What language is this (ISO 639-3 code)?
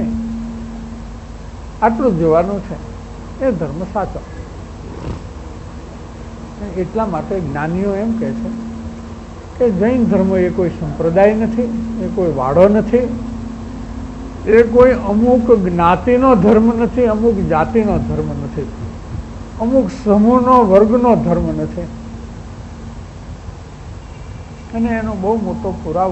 guj